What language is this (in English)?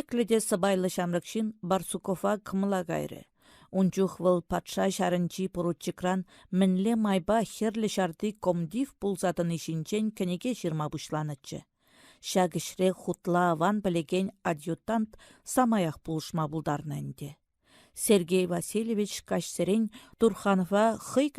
Chuvash